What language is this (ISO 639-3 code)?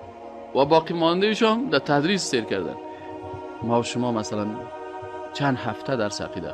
tgk